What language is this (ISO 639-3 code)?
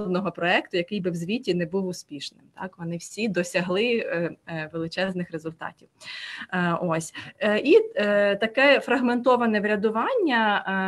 ukr